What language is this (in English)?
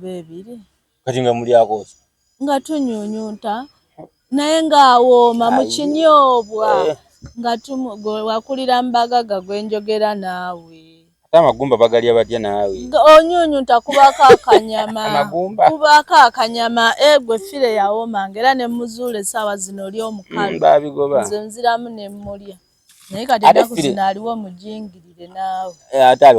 Ganda